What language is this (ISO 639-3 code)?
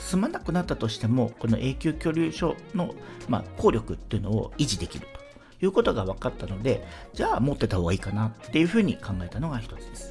jpn